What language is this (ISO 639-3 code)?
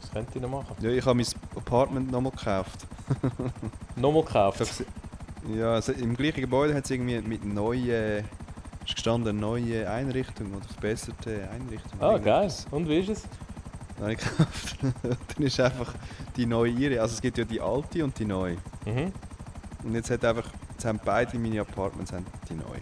gsw